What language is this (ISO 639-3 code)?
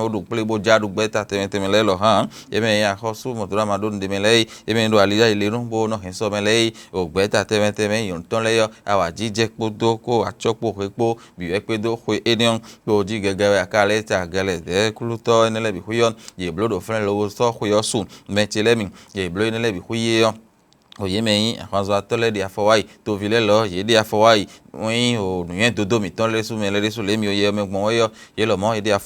fon